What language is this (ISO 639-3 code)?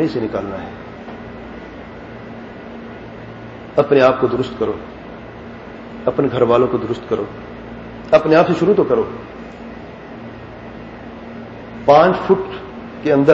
urd